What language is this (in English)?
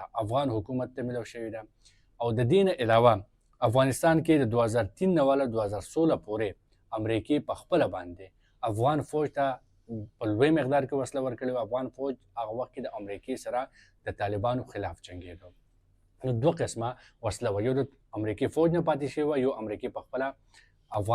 Pashto